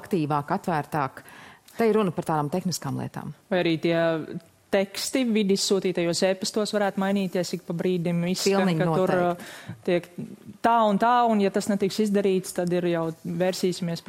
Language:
Latvian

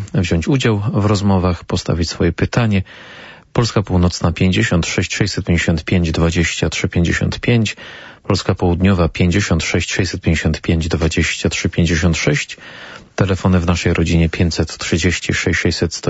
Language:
Polish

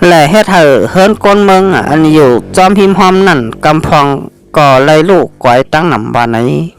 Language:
Shan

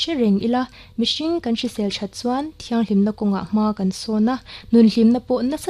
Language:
Mizo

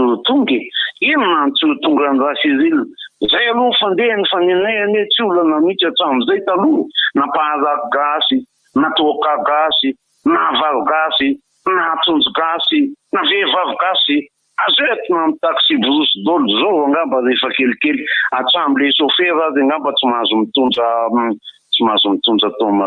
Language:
Malagasy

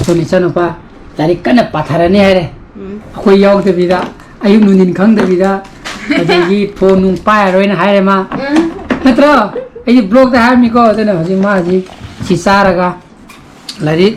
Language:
Manipuri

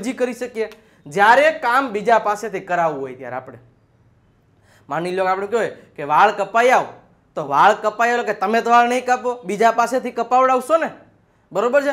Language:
Gujarati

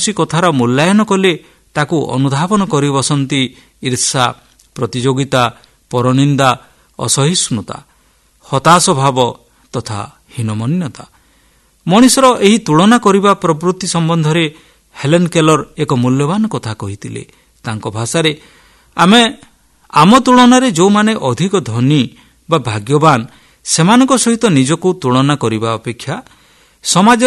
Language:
Odia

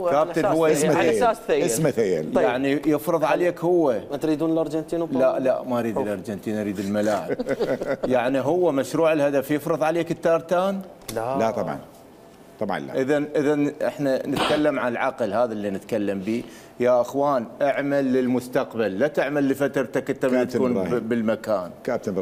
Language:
Mesopotamian Arabic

